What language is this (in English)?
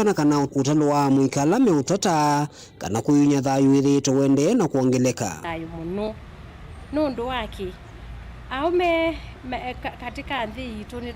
Kamba